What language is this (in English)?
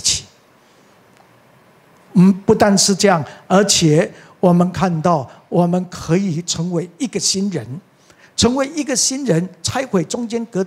Chinese